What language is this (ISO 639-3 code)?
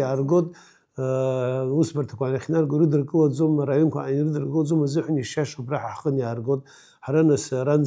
abk